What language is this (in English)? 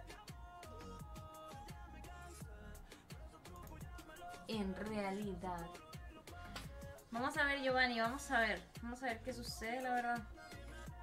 Spanish